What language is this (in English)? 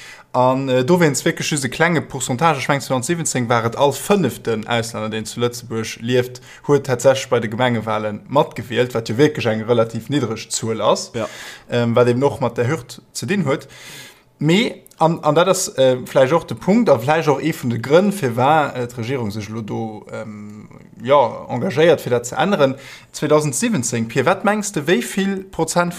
Luxembourgish